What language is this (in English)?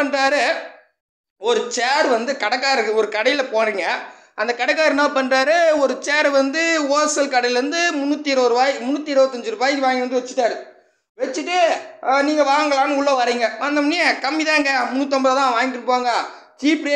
Tamil